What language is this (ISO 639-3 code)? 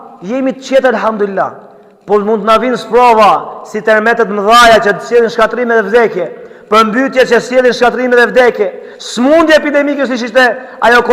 sqi